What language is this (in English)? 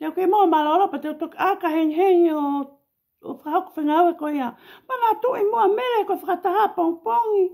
Tongan